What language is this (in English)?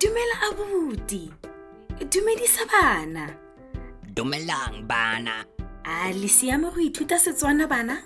Tswana